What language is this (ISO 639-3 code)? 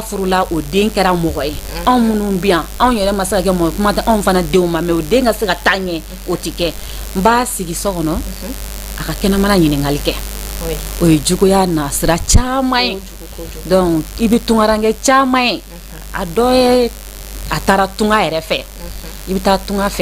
bam